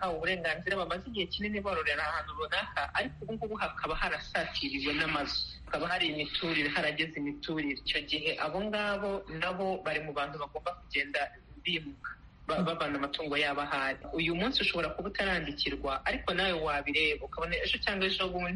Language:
Kinyarwanda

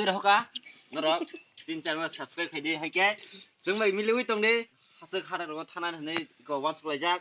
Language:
Kok Borok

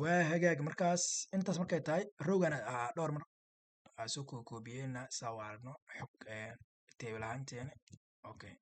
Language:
Somali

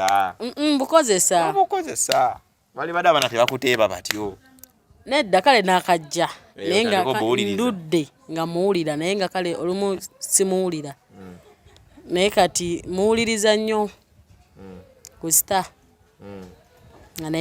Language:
Ganda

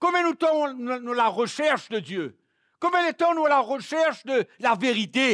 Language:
Morisyen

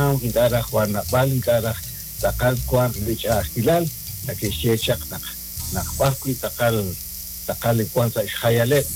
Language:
Kekchí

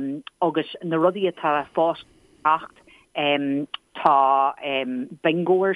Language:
Irish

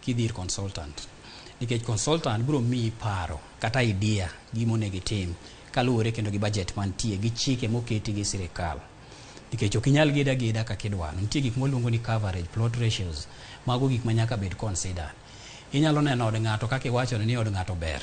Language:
Luo (Kenya and Tanzania)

